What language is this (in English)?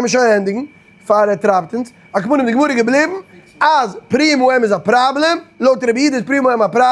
Yiddish